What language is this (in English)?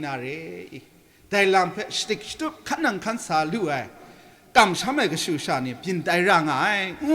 Kachin